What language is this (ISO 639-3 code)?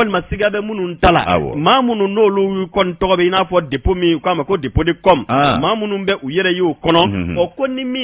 bam